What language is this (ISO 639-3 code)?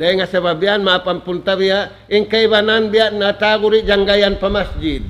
tsg